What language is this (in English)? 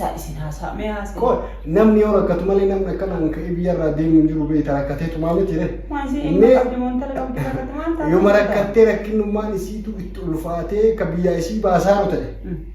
Oromo